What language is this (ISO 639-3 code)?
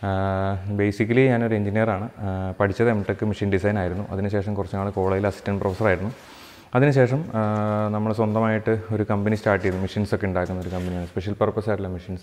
mal